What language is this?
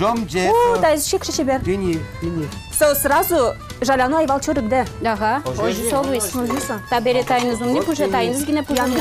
Udmurt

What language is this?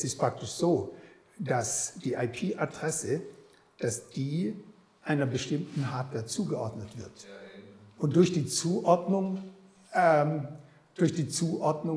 German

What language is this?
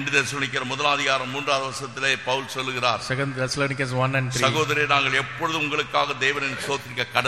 Tamil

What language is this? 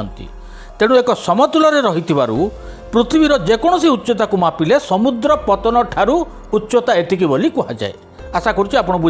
Odia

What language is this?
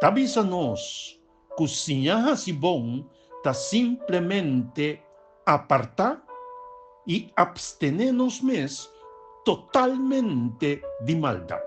Papiamento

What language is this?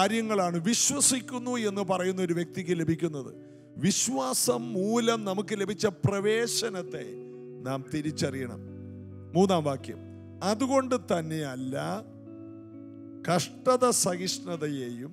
Malayalam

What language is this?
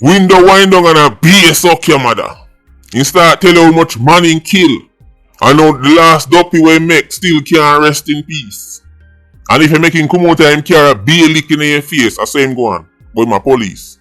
Jamaican Creole English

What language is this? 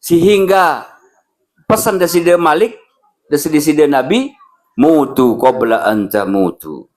Sasak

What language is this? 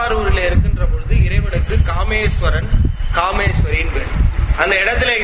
Tamil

